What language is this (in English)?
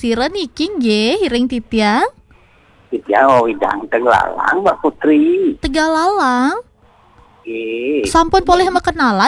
Balinese